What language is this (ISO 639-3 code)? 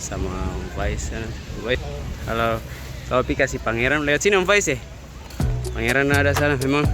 abs